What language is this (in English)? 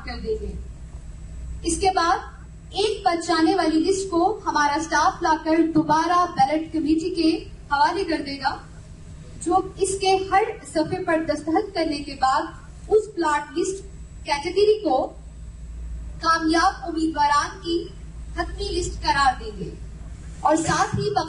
Urdu